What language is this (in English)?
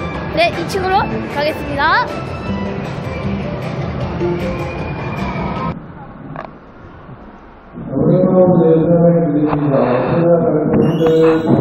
Korean